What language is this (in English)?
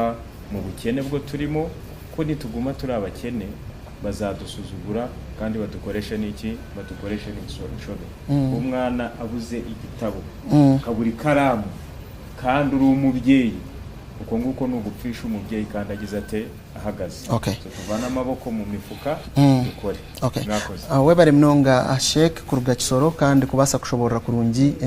Nyankole